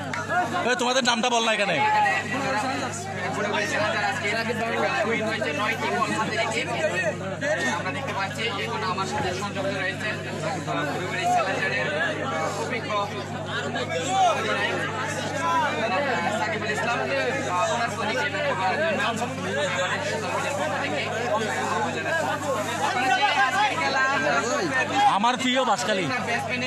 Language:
Bangla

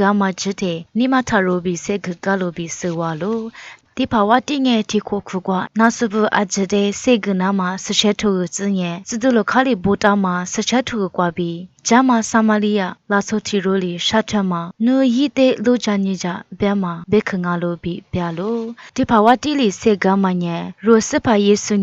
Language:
Lisu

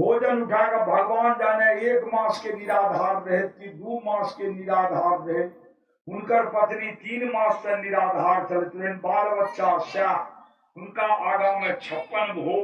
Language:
Maithili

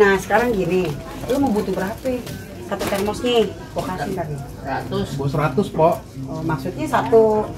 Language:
Betawi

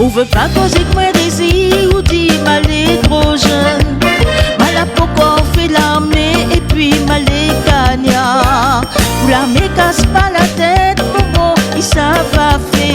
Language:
Réunion Creole French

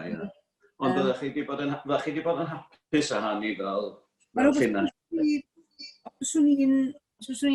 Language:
Welsh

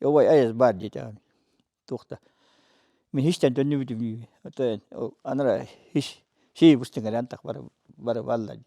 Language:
Yakut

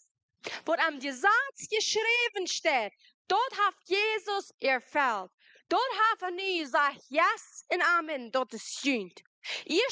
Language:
Plautdietsch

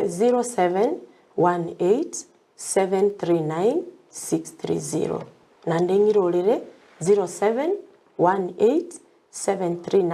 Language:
Gusii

